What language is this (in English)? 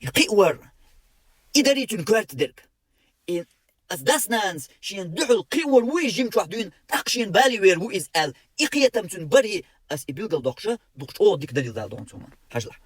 Chechen